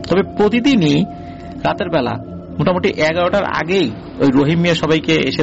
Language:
Bangla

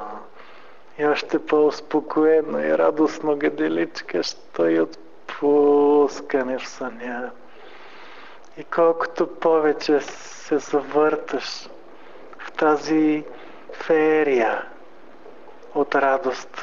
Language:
Bulgarian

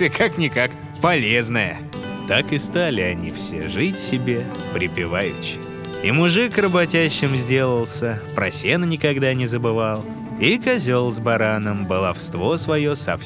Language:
Russian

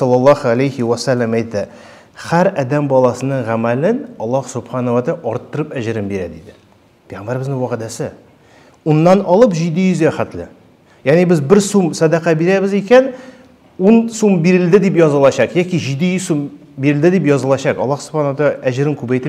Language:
Tatar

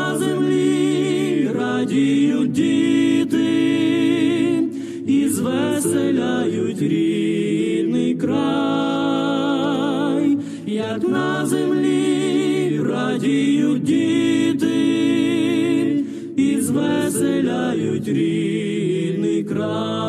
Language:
Ukrainian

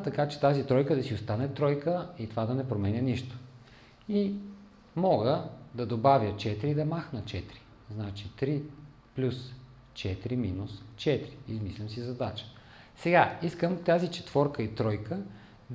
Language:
Bulgarian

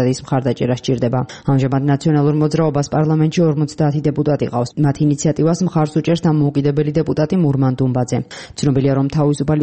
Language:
Georgian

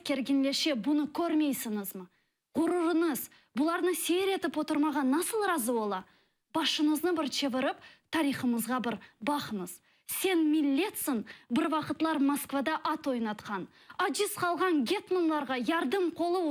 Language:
Crimean Tatar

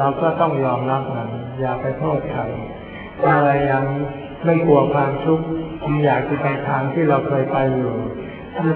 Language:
Thai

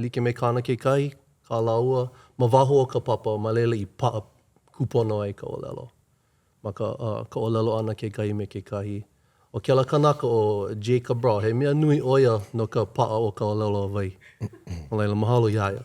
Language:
Hawaiian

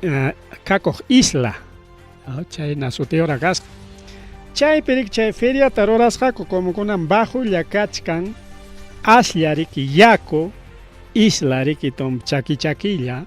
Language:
Ayacucho Quechua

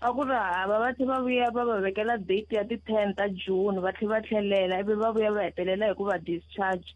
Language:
Tsonga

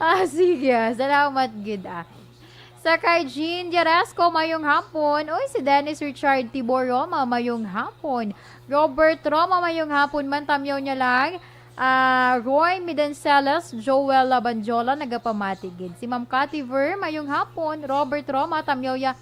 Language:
Hiligaynon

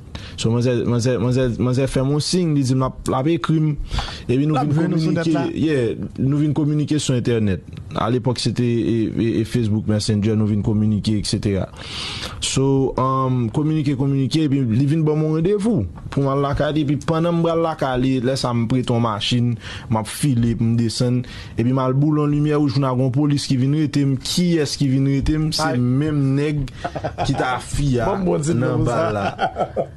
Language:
Haitian Creole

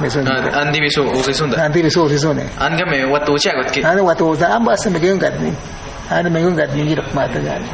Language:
Awa-Cuaiquer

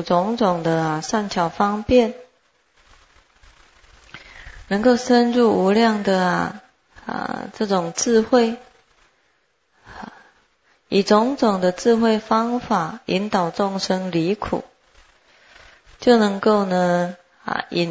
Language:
Chinese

